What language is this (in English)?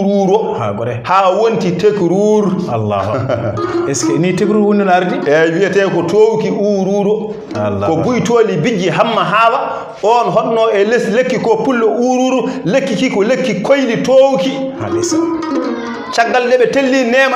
Fula